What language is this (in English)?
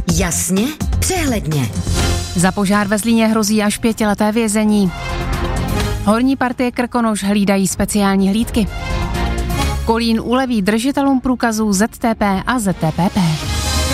Czech